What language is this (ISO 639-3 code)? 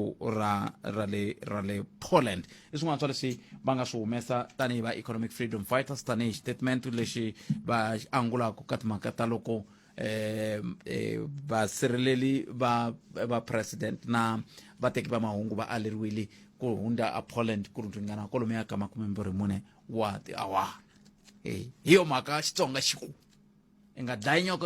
tso